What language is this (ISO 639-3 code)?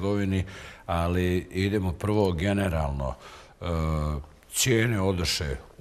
bos